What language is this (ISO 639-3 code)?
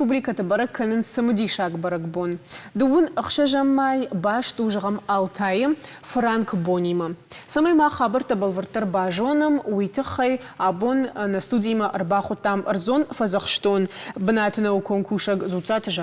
oss